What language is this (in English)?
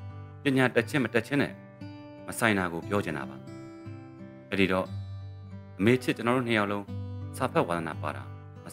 Burmese